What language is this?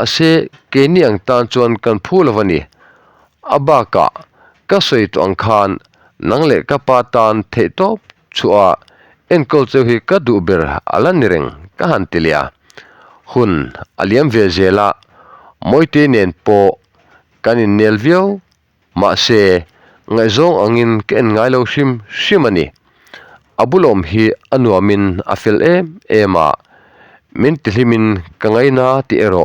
Mizo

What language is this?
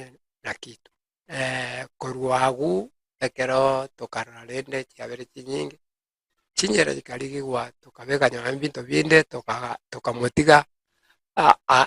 Gusii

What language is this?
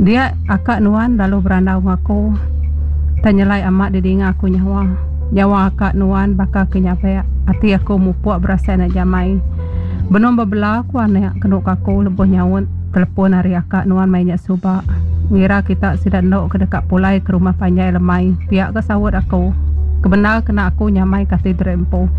Iban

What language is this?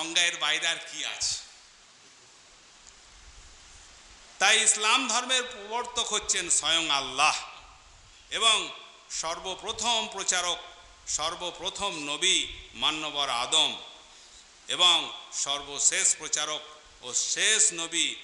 Bangla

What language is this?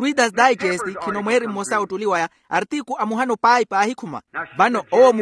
Makhuwa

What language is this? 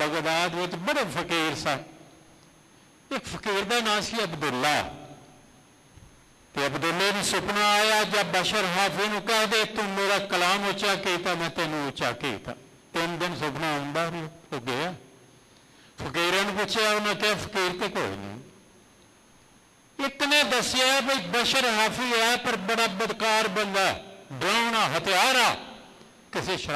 Punjabi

